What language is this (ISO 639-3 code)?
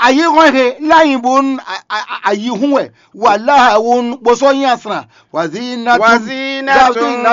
fon